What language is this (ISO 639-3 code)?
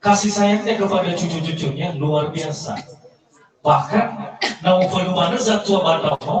nia